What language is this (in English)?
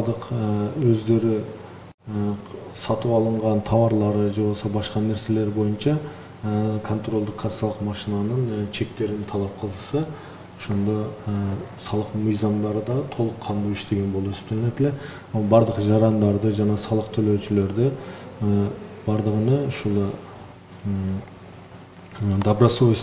Kyrgyz